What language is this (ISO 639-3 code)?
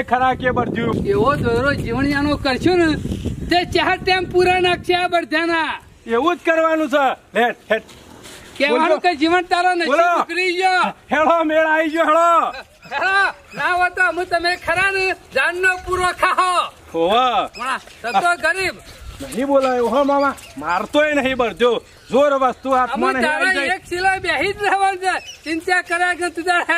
guj